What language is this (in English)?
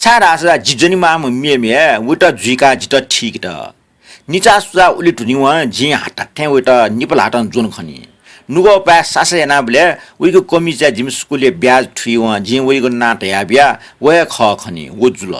Newari